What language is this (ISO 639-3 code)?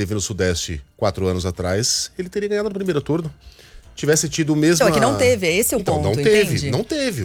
por